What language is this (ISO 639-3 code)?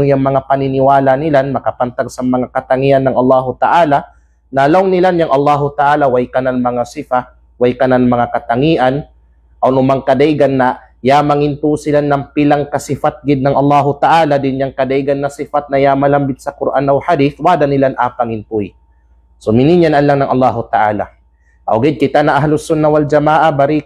kqe